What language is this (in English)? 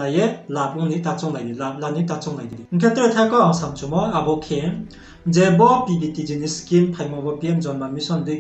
Riang (India)